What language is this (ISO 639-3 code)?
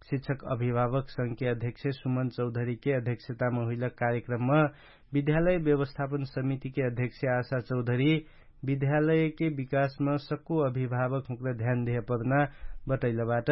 thl